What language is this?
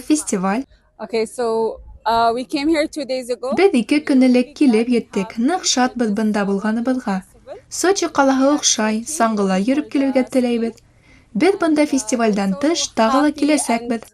Bashkir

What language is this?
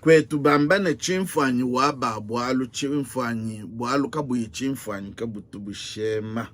Luba-Lulua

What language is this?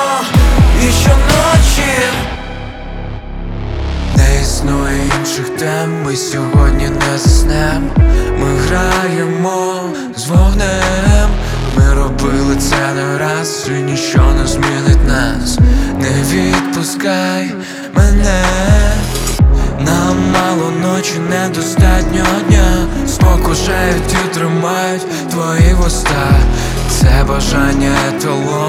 Ukrainian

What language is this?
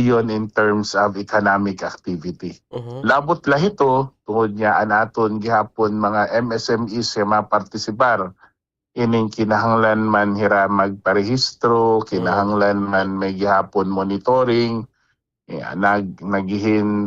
Waray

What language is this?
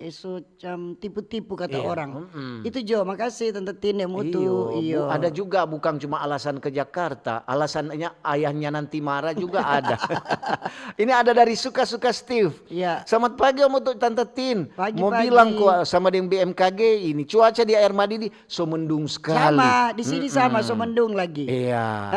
Manado Malay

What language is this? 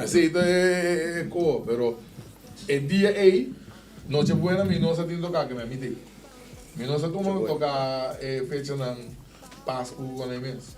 Papiamento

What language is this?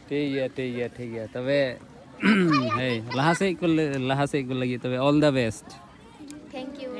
Santali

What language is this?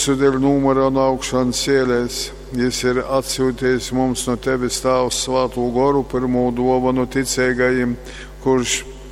Latgalian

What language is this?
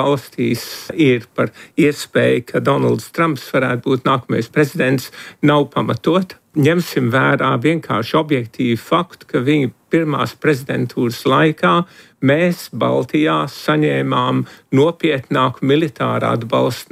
Latvian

